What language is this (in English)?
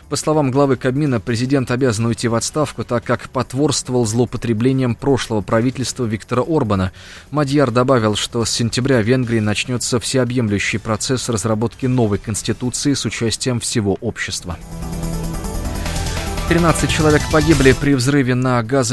Russian